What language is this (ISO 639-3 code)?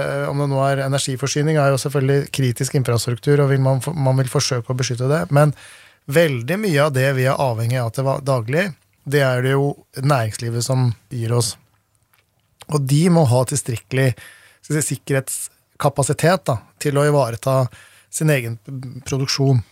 nor